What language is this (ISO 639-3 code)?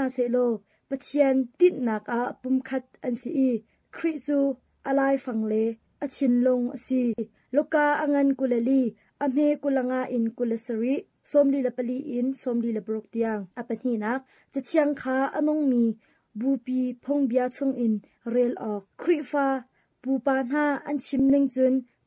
cnh